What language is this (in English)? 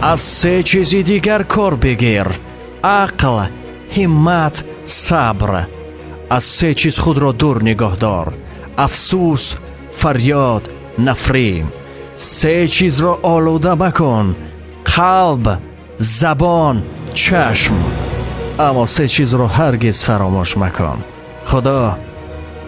Tajik